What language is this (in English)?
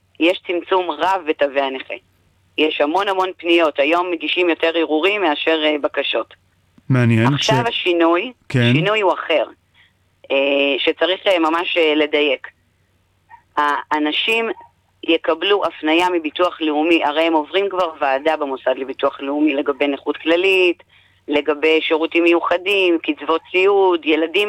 Hebrew